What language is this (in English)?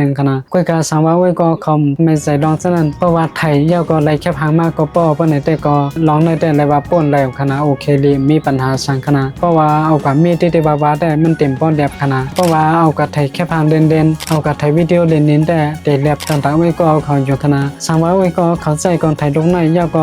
Shan